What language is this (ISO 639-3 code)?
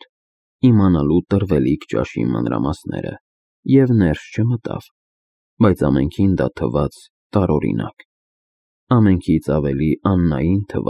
hye